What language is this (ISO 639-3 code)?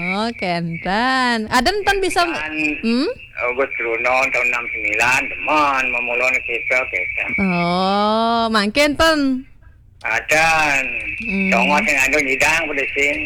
ban